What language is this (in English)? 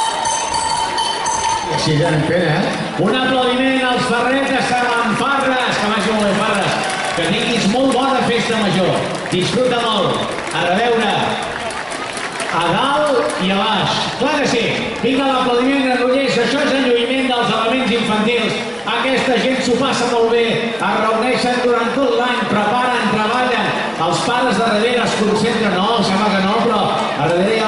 Catalan